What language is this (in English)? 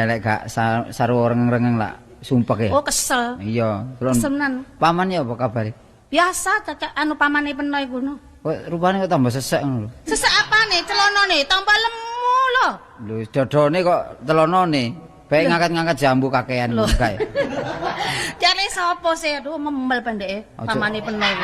Javanese